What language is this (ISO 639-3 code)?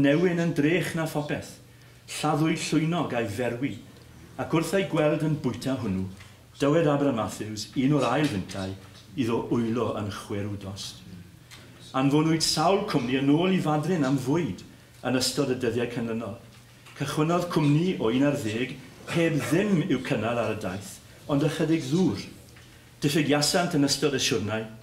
cym